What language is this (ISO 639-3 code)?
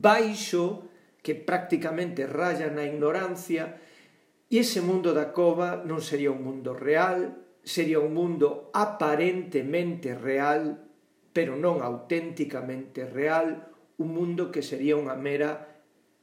glg